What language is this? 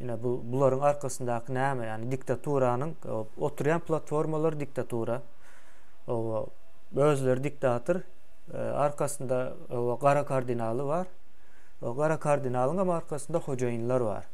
Turkmen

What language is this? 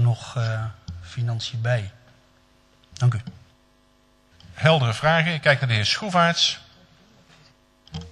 Dutch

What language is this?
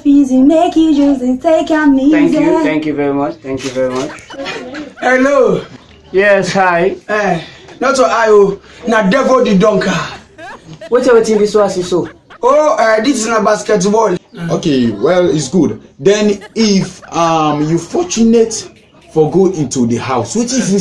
Krio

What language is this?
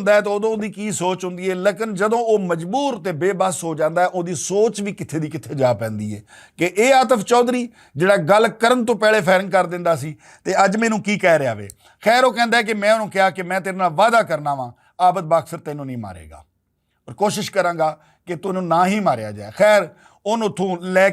Western Panjabi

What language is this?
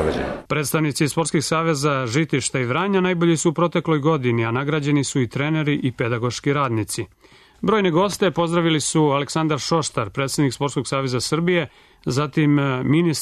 Serbian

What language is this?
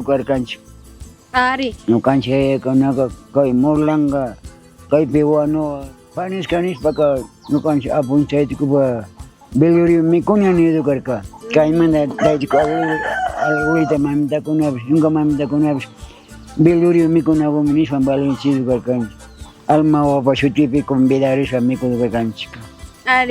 Chimborazo Highland Quichua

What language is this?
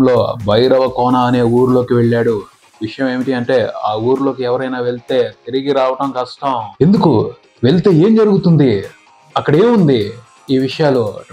Telugu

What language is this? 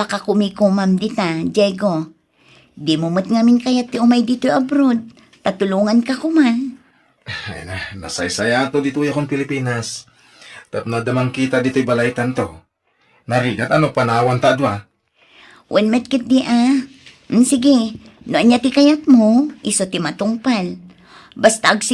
Iloko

